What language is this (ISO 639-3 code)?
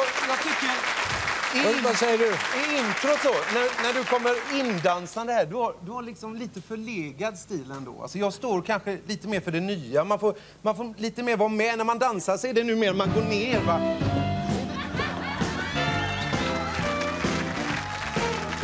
swe